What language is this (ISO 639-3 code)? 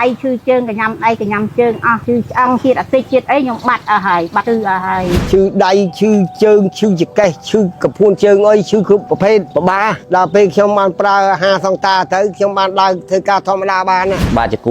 khm